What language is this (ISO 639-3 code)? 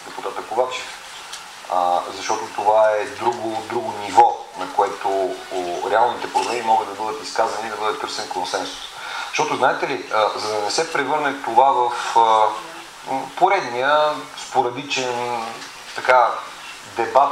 bul